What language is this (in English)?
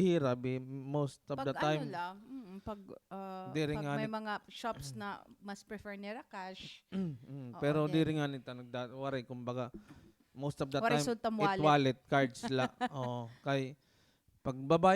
Waray